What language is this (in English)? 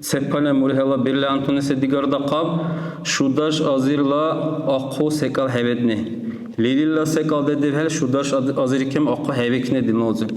Dargwa